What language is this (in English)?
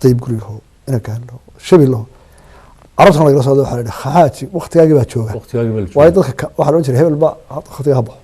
Somali